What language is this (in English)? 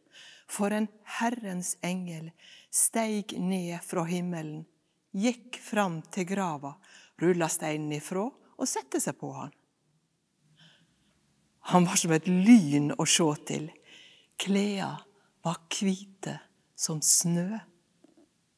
Norwegian